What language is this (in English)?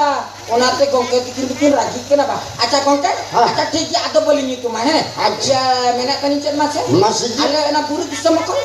Santali